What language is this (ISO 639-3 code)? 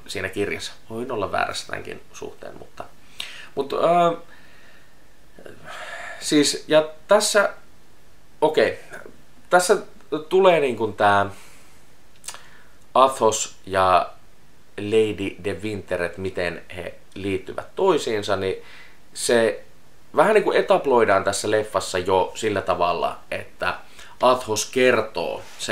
fin